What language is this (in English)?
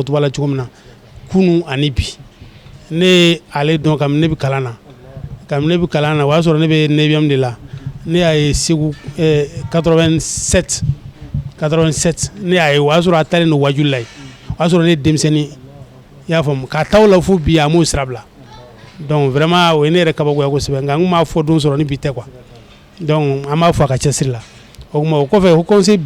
Bambara